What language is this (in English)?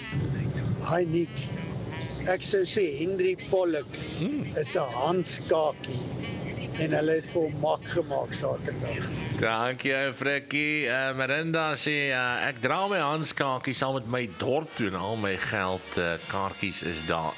Afrikaans